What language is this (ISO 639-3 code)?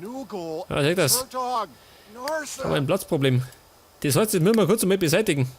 bar